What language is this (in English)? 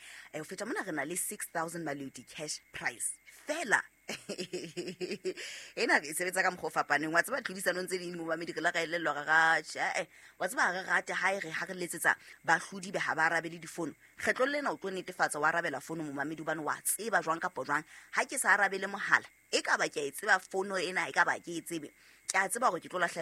Southern Sotho